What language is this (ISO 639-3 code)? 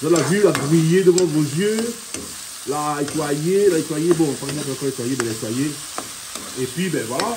rcf